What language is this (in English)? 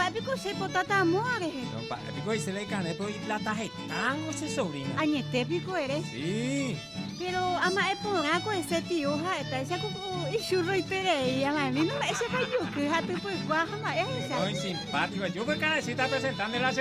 Guarani